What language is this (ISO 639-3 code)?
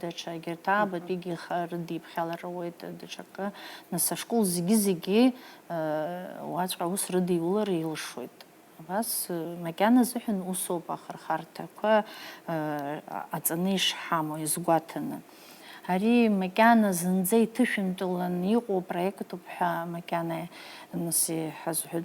abk